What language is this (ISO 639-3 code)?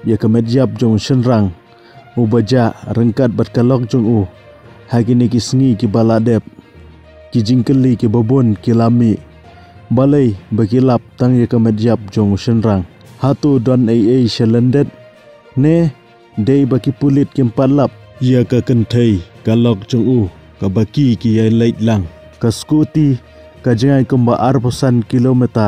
kha